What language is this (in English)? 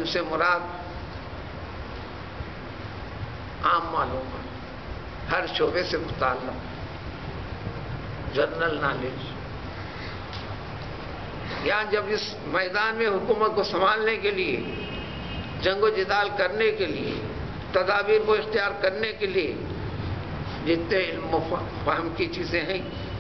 Urdu